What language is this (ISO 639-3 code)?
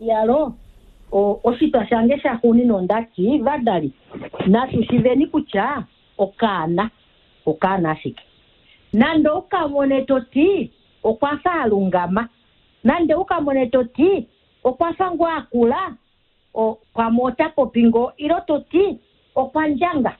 kua